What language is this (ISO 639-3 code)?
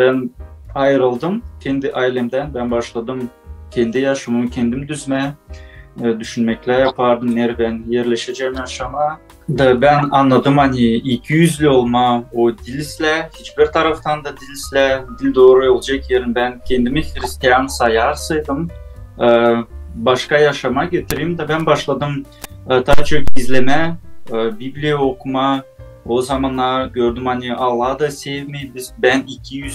gag